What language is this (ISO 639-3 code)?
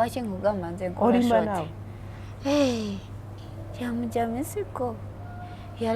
lug